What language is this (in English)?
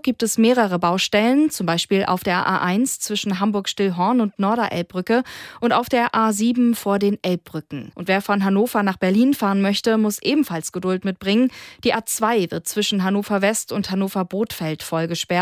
German